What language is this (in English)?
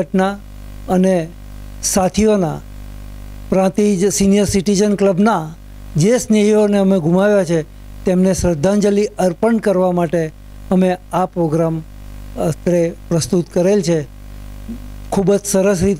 Gujarati